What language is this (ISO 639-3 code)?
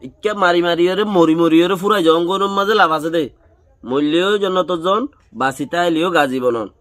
rhg